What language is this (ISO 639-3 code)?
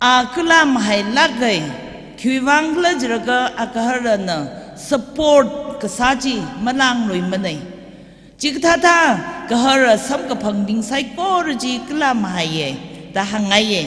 nmf